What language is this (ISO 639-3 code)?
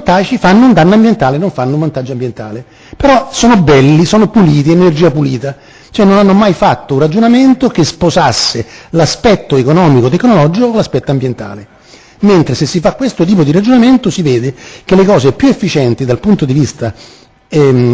ita